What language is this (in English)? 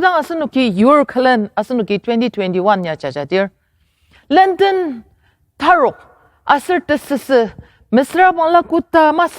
Ao Naga